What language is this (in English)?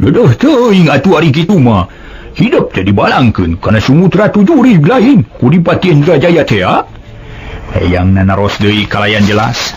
Sundanese